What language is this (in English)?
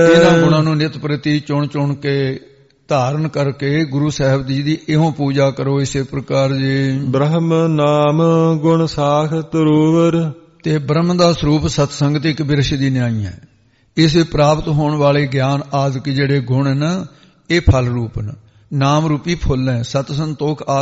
Punjabi